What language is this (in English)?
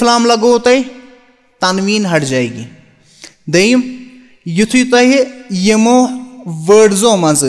Kashmiri